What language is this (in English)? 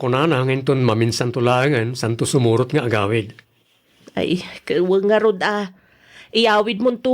Iloko